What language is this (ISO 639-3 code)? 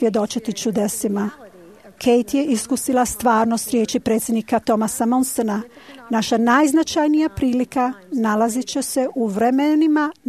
hrv